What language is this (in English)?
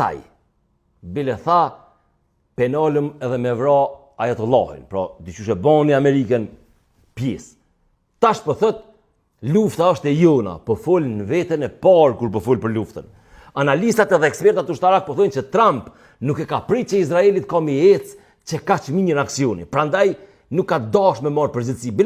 Albanian